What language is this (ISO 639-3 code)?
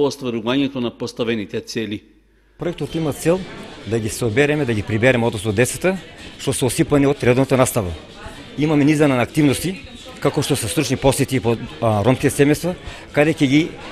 mkd